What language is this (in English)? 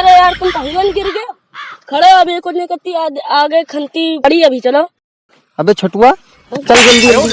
Awadhi